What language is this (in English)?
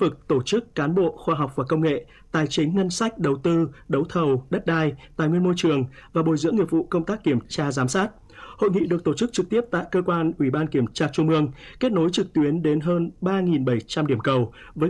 Vietnamese